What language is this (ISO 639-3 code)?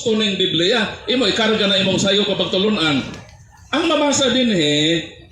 ceb